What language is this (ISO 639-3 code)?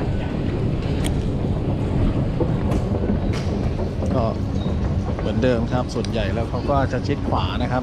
tha